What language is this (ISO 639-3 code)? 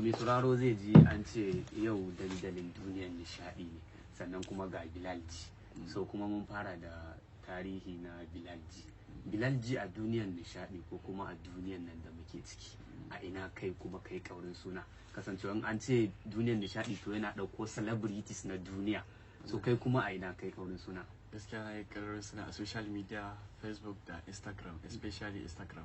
hau